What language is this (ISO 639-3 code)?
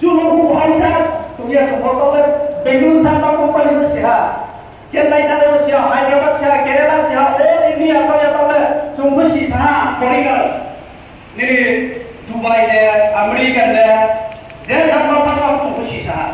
ria